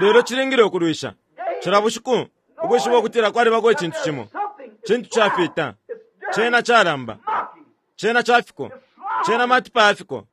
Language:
Bemba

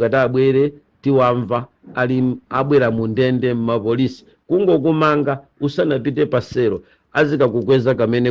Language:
Nyanja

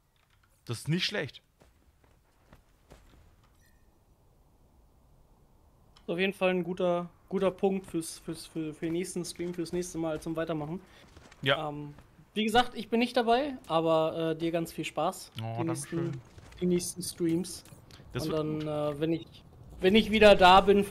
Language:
German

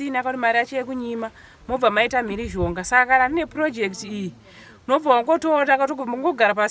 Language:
Shona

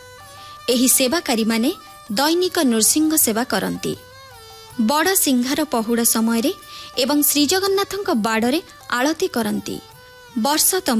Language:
Odia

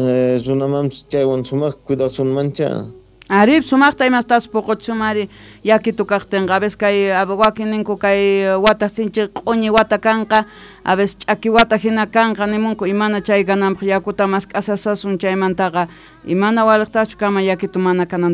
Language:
Quechua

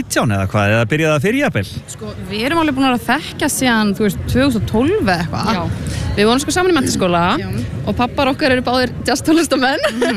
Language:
Icelandic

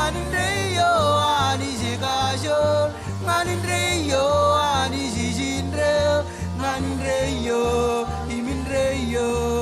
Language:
Marshallese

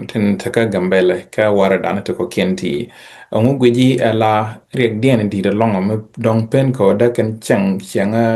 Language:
Nuer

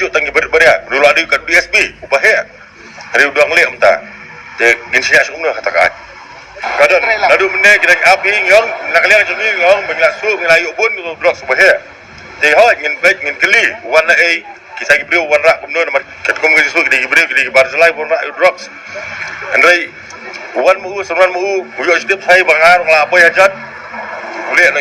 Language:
Khasi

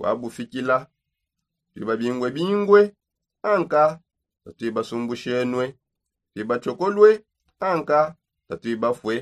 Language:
Songe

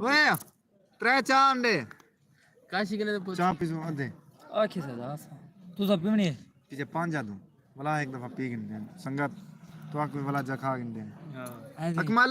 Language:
Saraiki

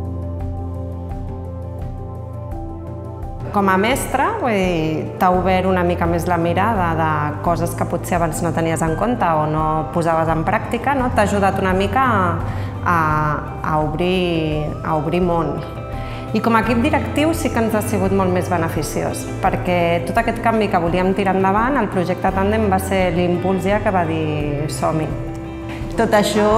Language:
Catalan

